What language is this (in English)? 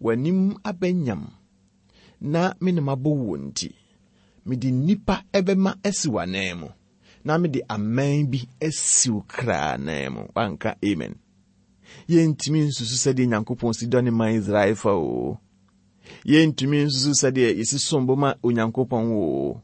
Akan